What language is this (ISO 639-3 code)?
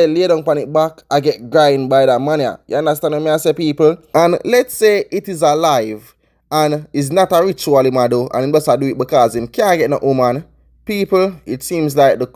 jam